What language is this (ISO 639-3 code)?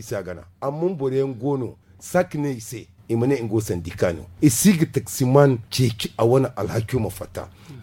dje